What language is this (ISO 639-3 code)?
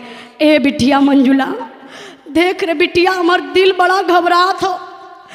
bho